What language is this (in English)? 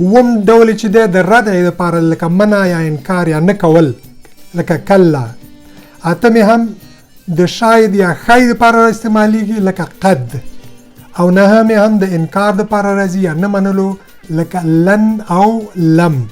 Pashto